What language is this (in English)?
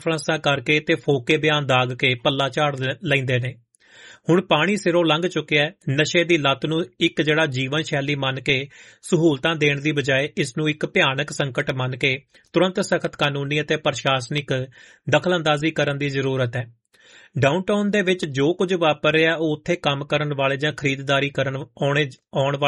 Punjabi